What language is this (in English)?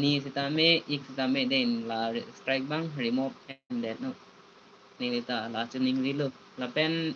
Karbi